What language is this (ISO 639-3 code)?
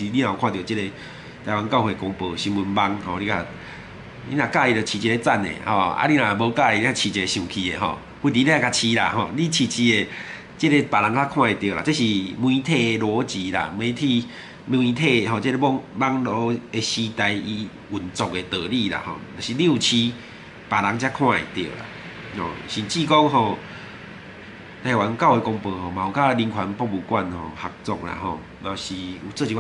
nan